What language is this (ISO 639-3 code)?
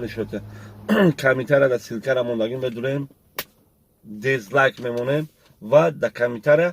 tgk